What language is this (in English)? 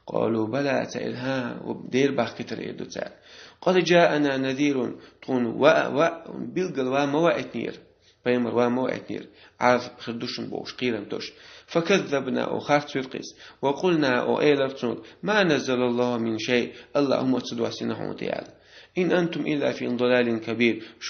Chechen